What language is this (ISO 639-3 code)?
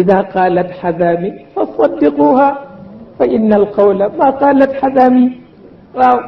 wol